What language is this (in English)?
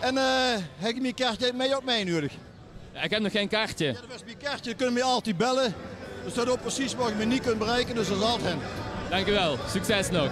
Limburgish